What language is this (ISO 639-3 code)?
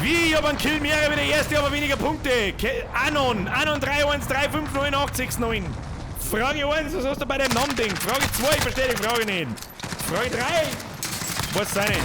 bar